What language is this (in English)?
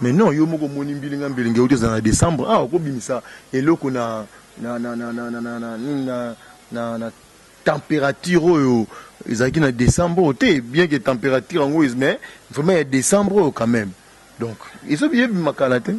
Lingala